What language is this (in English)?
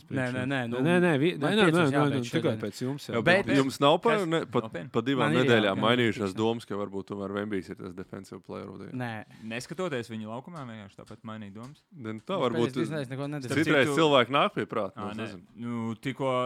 Latvian